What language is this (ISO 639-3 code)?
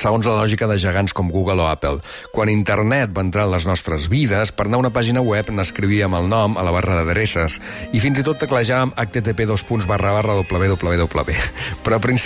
cat